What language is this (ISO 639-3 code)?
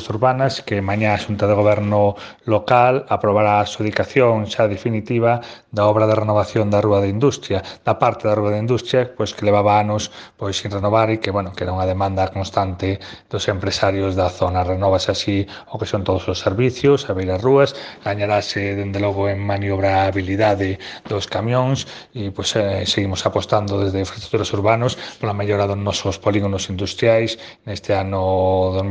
glg